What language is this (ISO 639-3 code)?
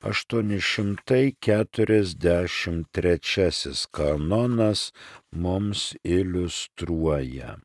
lit